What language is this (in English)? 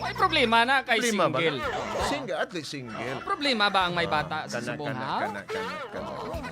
Hiligaynon